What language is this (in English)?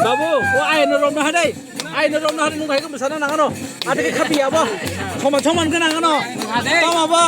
Kok Borok